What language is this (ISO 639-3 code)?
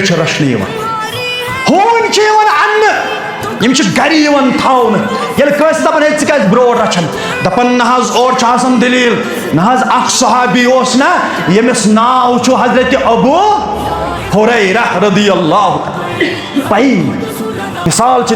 kas